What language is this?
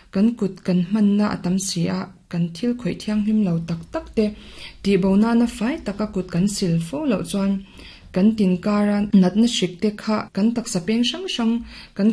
Mizo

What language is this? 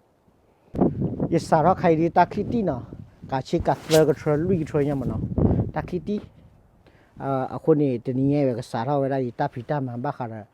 S'gaw Karen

